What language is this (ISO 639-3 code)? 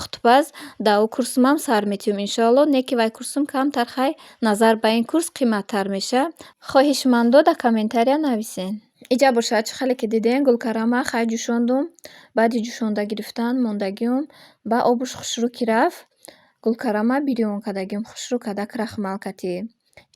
tgk